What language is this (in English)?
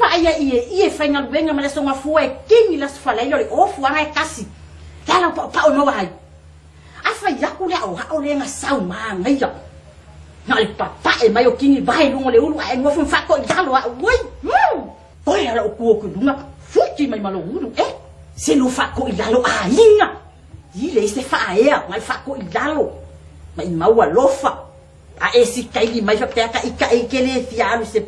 Samoan